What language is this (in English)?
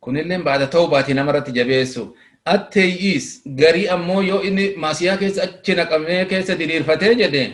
Oromo